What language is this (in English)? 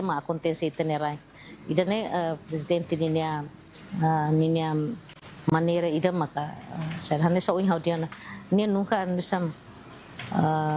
Tetum